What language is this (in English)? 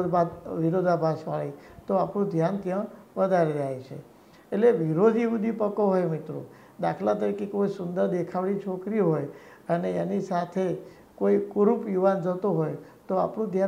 Gujarati